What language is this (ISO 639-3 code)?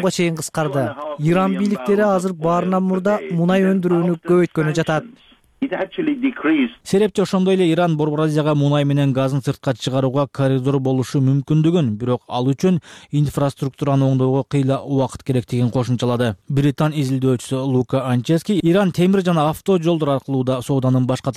kir